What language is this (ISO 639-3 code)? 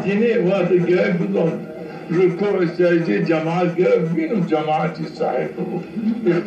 zza